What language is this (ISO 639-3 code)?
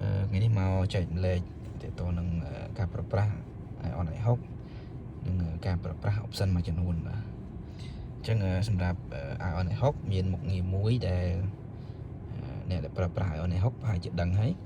khm